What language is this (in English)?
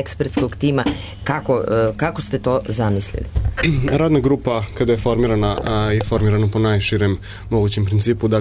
Serbian